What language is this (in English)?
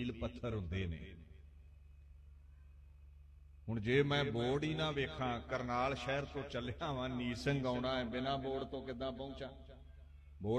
Punjabi